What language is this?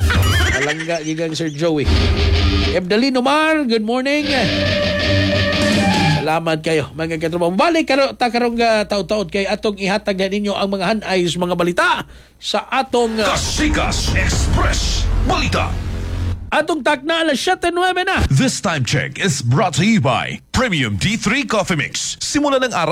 Cebuano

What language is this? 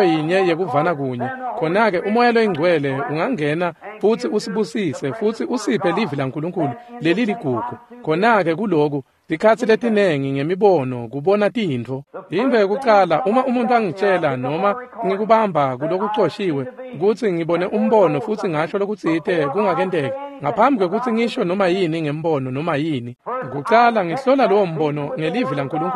Swati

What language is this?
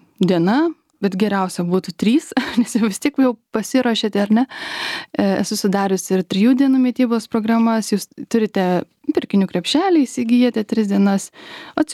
Lithuanian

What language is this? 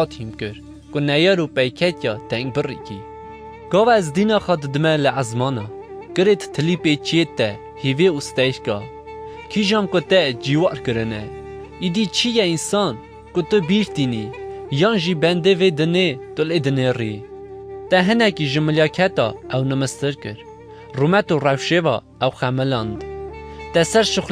Kurdish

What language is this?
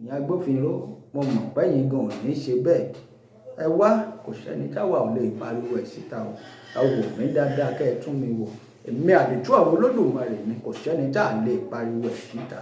Yoruba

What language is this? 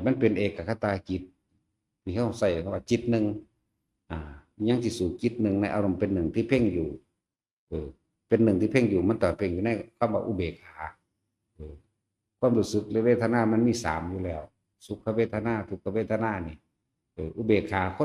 Northeastern Thai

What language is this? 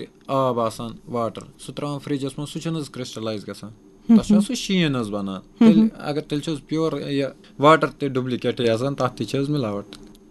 Kashmiri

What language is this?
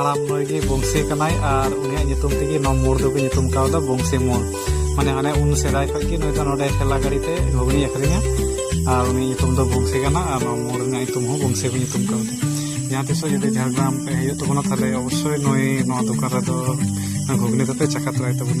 Santali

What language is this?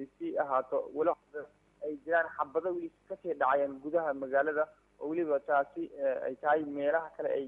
Somali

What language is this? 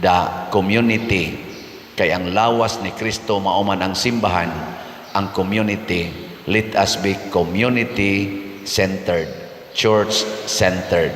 Cebuano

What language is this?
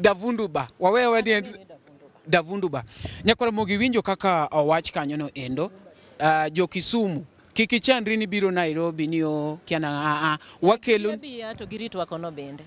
Luo (Kenya and Tanzania)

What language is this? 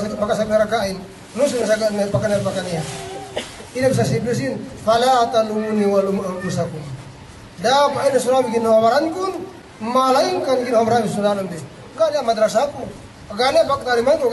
Yakan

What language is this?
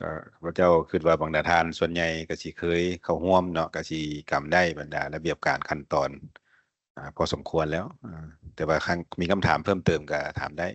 Lao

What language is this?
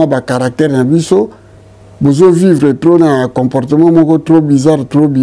Lingala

